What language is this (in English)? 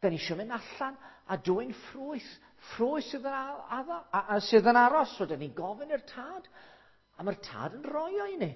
Welsh